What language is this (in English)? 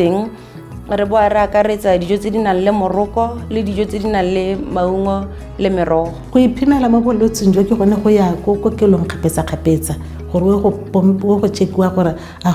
Tswana